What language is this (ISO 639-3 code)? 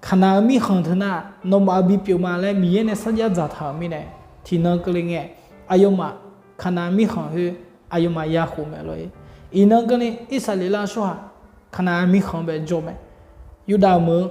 ahk